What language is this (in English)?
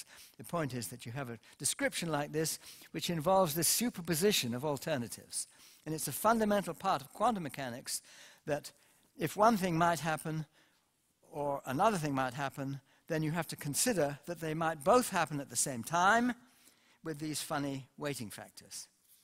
English